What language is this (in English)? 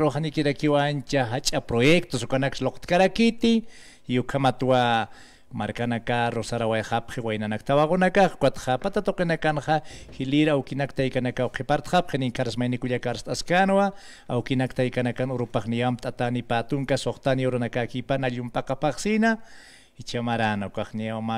Aymara